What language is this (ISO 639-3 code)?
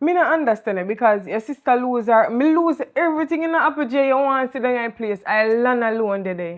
jam